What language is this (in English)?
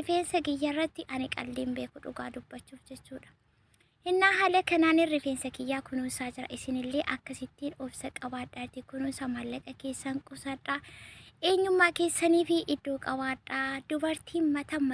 Oromo